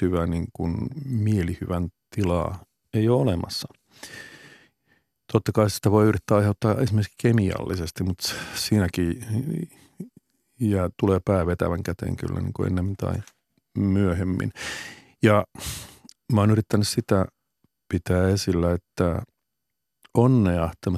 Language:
Finnish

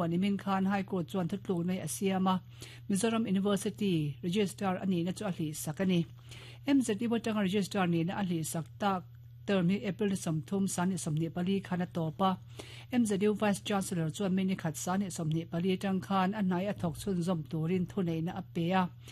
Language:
Mizo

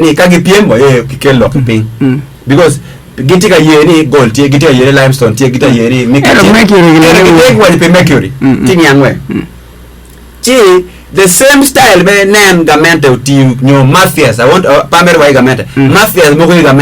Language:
Acoli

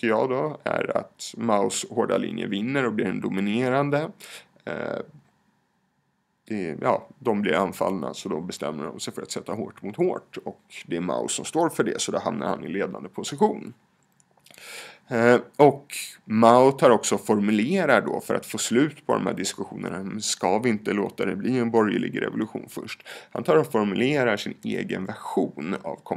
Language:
Swedish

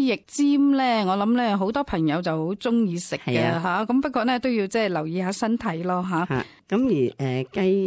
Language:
Cantonese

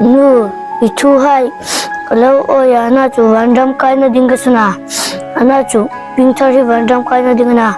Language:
Hmar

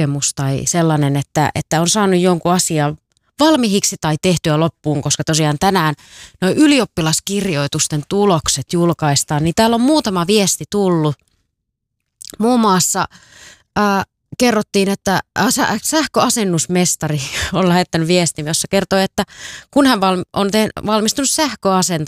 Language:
Finnish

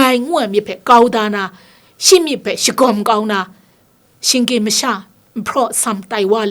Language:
Kachin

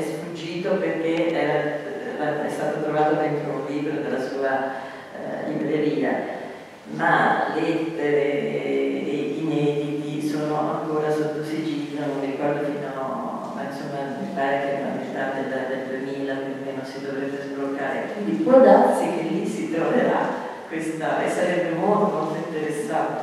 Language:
Italian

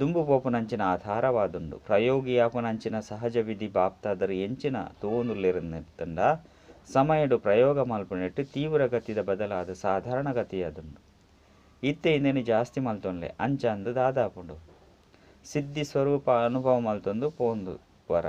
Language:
Tulu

